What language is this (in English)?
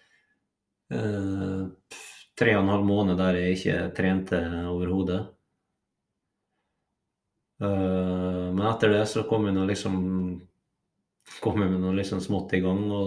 Norwegian